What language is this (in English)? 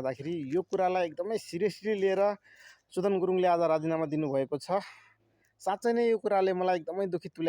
Nepali